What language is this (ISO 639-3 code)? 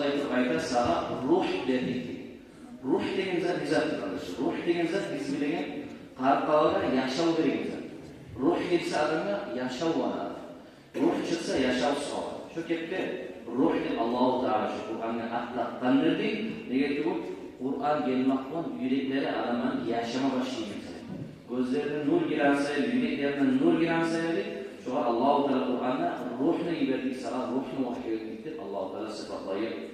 kum